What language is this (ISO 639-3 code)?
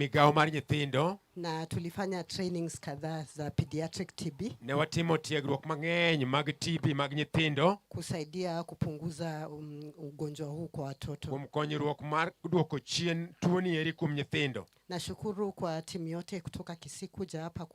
luo